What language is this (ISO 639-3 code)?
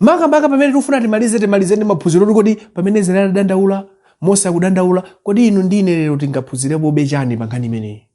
nya